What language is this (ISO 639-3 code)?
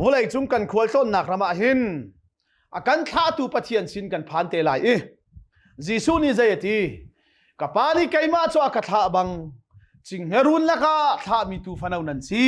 cnh